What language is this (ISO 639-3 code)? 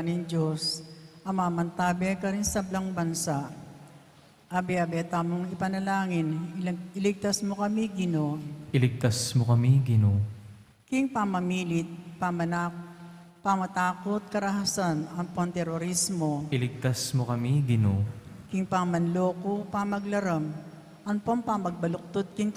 pam